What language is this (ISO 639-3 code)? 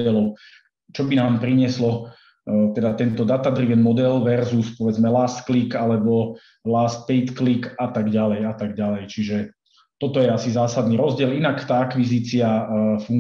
slk